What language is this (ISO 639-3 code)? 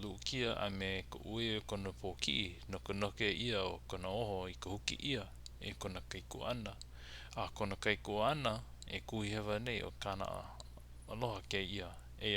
haw